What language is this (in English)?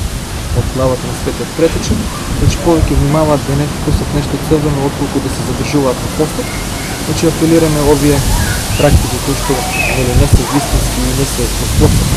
Macedonian